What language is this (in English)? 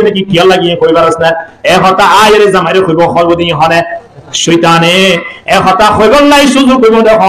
Rohingya